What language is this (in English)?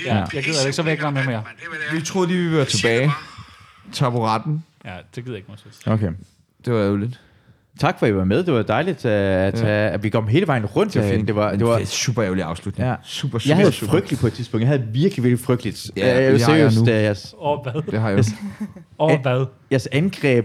Danish